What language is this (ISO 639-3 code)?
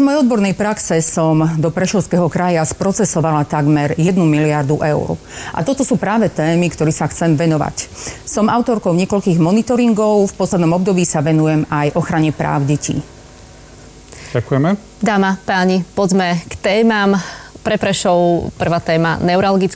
slk